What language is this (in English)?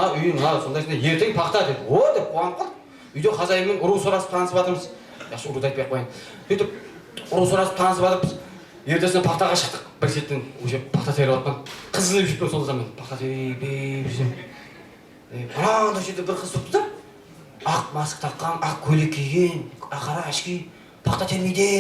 Kara-Kalpak